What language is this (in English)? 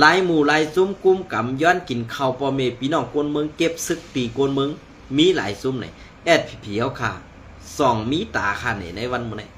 Shan